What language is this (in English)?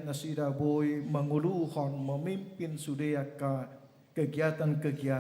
Batak Toba